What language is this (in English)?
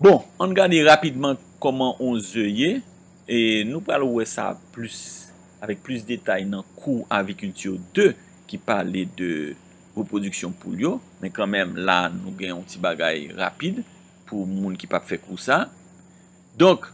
Haitian Creole